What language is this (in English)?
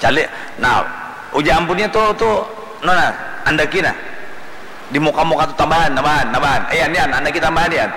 Banjar